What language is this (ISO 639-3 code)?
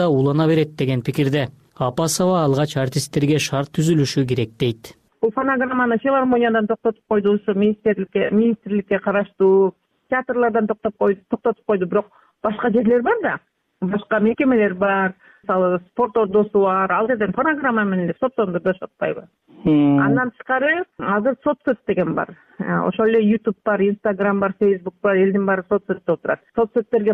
kir